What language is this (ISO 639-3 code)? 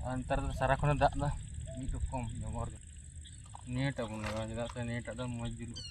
sat